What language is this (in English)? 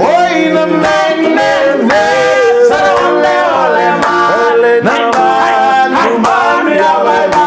Fijian